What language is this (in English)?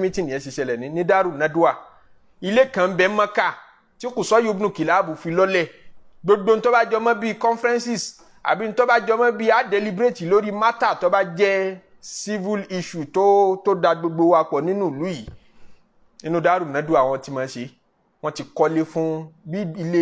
Yoruba